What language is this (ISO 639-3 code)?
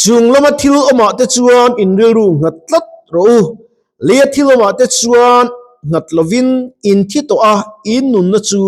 lus